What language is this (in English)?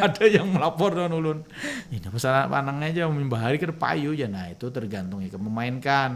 Banjar